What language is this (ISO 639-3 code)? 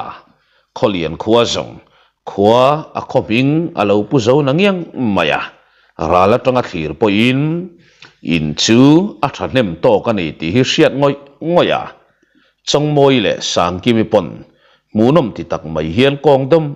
lus